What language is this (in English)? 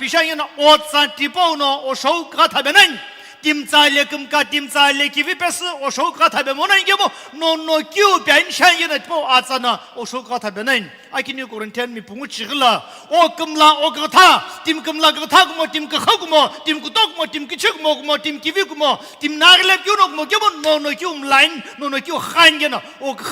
Sumi Naga